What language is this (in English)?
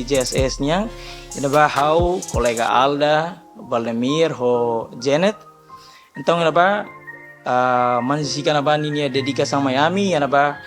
Tetum